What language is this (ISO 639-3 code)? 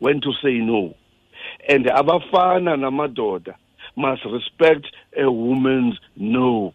xho